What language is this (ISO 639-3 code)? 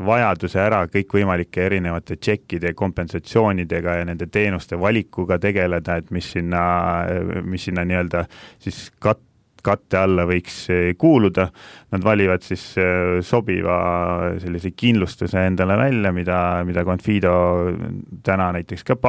est